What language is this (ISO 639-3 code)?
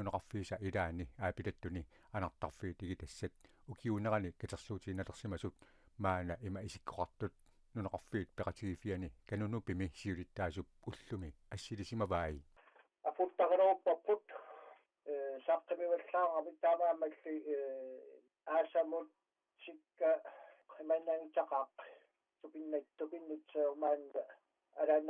kal